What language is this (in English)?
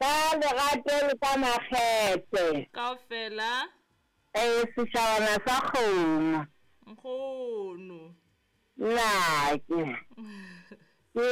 Southern Sotho